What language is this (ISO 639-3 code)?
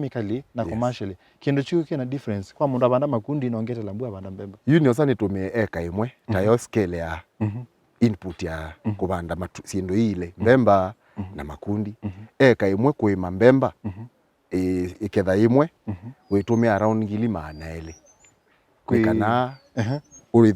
kam